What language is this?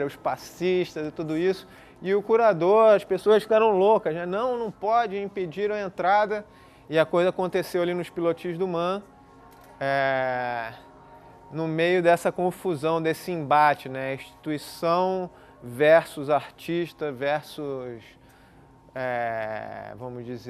Portuguese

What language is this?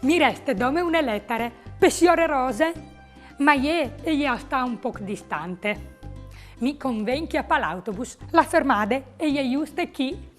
Friulian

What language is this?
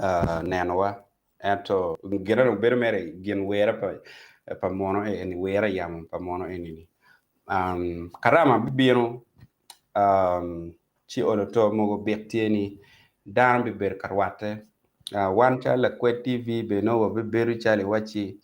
Acoli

